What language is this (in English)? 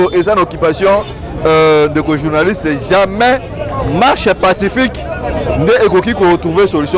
Lingala